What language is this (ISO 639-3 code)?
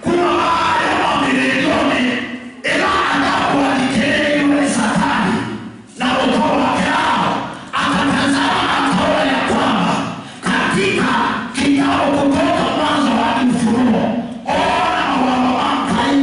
kam